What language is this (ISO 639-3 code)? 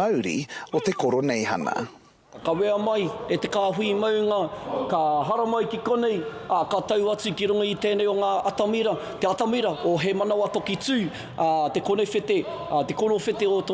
mri